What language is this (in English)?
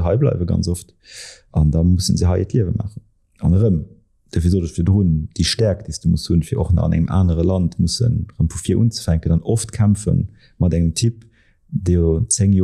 Luxembourgish